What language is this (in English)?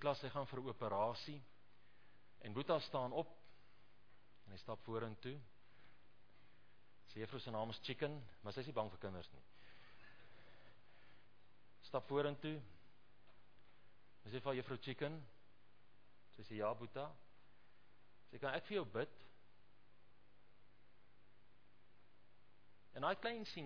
Afrikaans